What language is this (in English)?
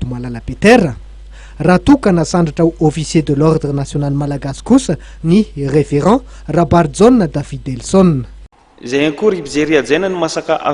Malagasy